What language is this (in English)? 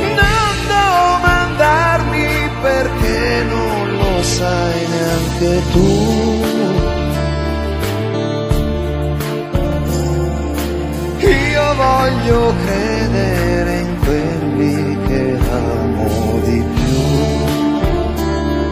Italian